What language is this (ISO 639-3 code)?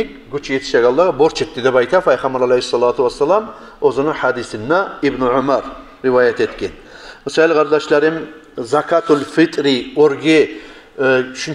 kum